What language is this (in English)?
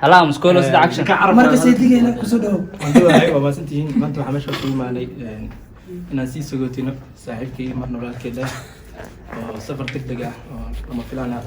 Somali